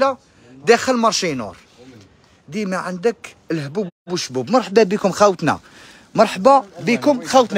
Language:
Algerian Arabic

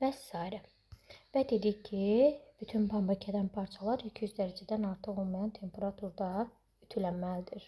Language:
Azerbaijani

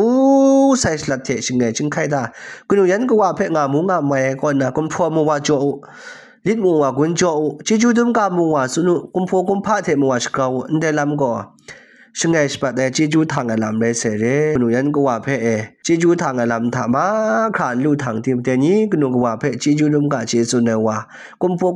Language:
Kachin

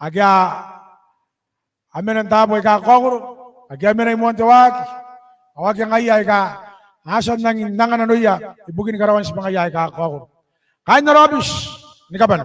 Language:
Gilbertese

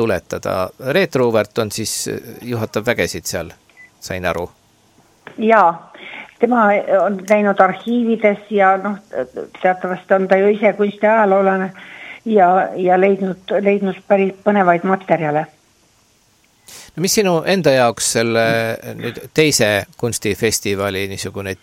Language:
Estonian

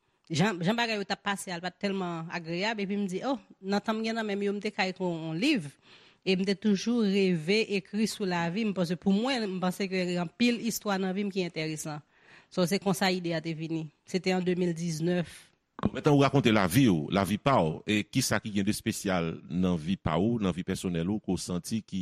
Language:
Haitian Creole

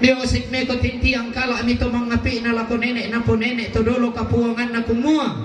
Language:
Toraja-Sa'dan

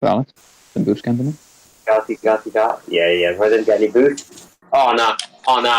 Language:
Welsh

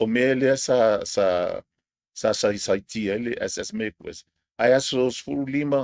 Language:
Samoan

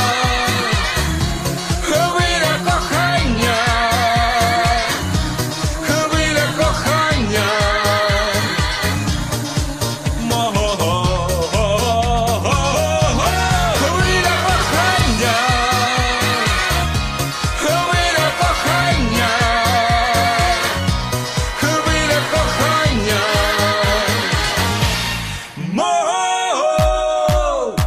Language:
Ukrainian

